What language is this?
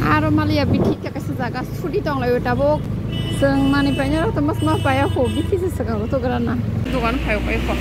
Kok Borok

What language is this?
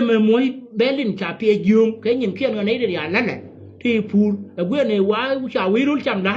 Nuer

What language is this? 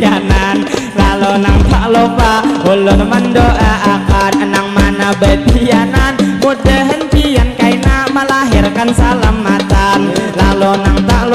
Banjar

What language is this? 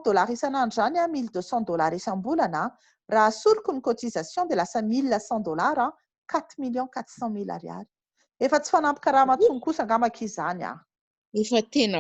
Malagasy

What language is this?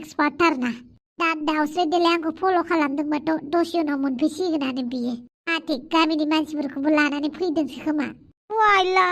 Bodo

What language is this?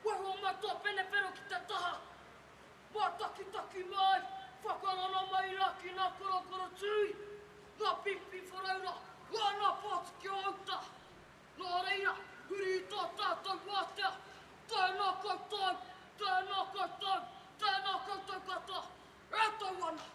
Māori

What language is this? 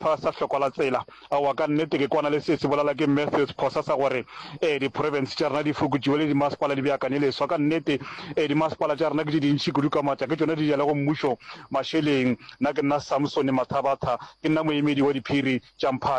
Northern Sotho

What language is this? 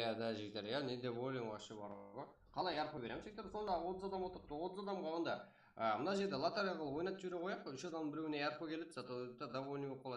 Kara-Kalpak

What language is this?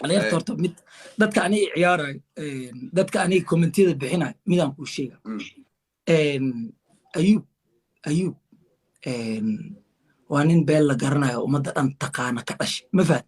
Somali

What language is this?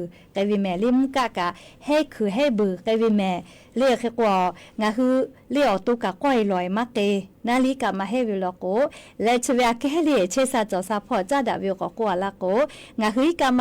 Lahu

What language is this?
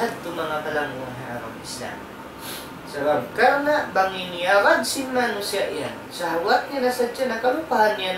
Tausug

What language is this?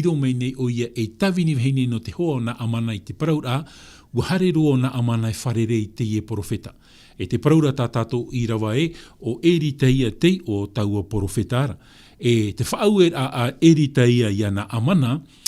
Tahitian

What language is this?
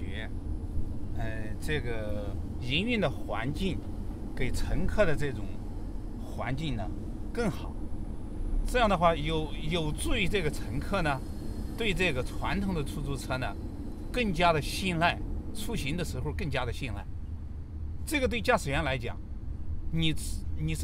Chinese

